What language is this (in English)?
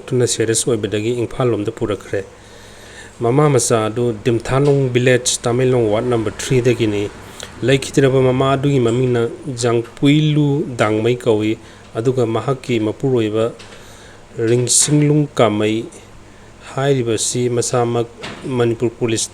Manipuri